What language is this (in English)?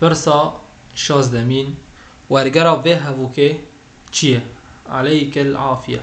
Kurdish